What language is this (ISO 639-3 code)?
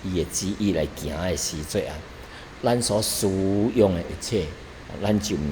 nan